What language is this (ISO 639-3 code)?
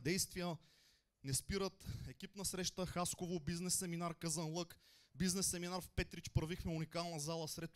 bul